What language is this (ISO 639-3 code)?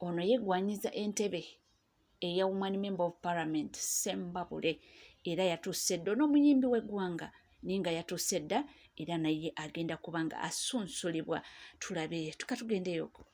lug